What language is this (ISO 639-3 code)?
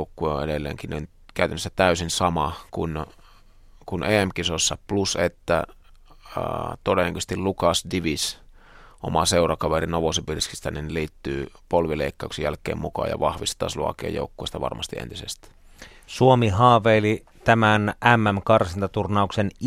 fin